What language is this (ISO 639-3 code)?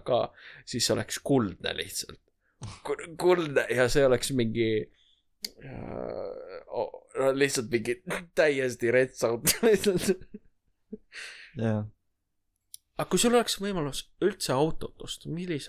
est